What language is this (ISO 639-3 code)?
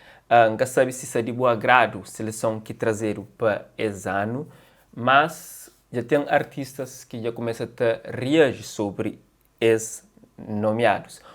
kea